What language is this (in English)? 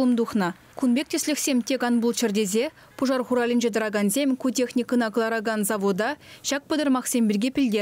Chuvash